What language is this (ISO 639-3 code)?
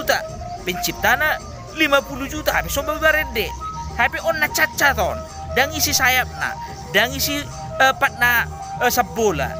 bbc